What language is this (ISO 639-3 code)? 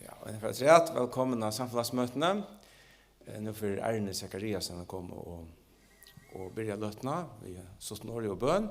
fao